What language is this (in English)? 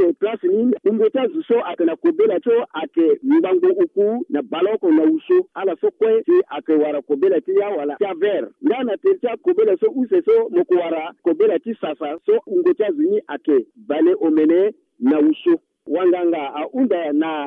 Sango